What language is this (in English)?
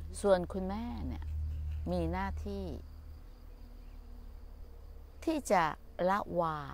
Thai